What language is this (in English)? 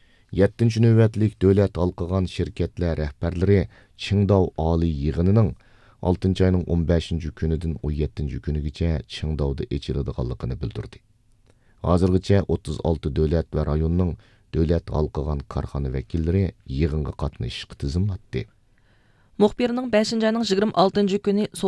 Uyghur